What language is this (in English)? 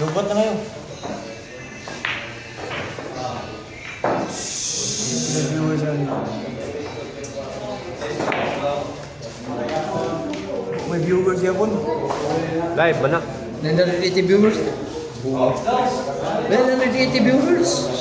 Filipino